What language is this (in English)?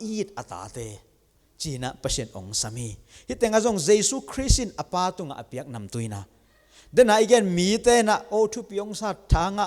Tedim Chin